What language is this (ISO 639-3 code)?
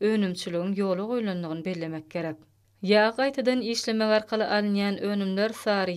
tuk